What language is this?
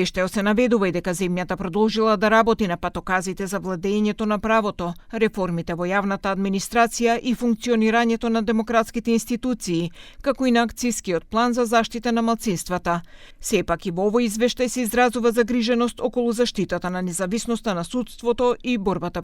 Macedonian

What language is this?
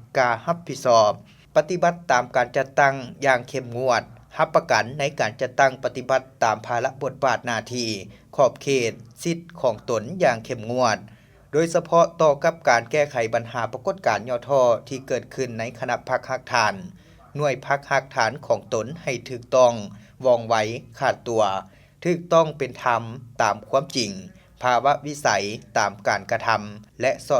Lao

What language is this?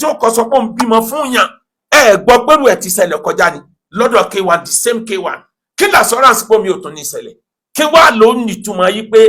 Yoruba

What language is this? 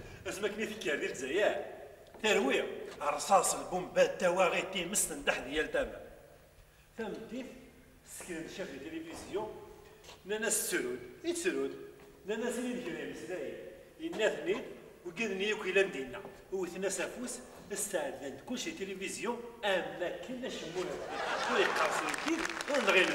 Kabyle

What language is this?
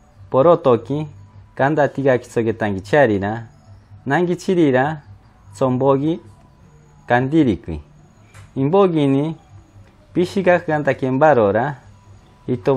Machiguenga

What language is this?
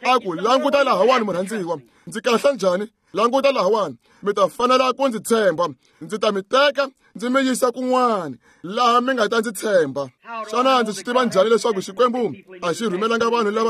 Tsonga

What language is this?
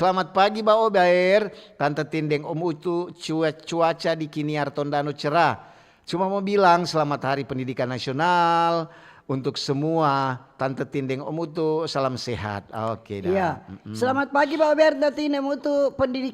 Manado Malay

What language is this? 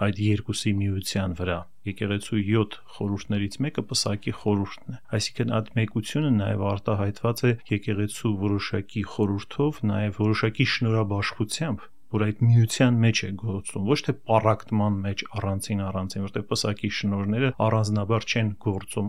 Armenian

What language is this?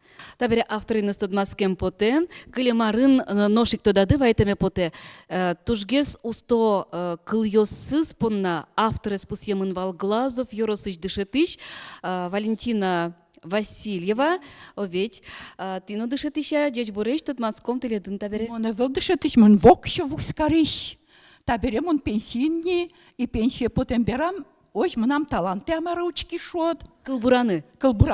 Udmurt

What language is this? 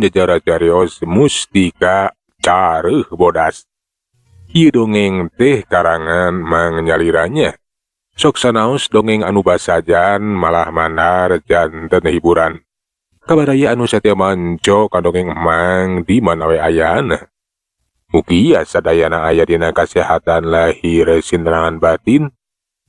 Sundanese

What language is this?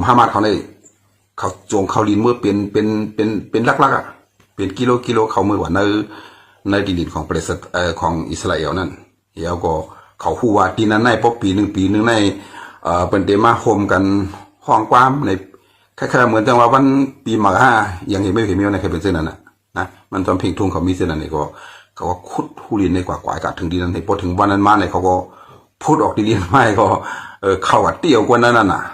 Shan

